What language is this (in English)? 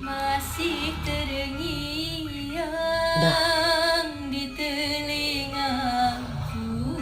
Banjar